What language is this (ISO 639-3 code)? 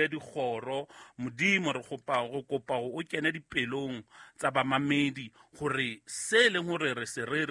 sot